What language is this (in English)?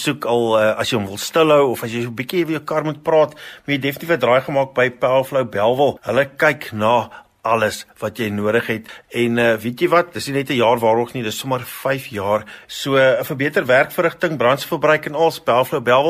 Afrikaans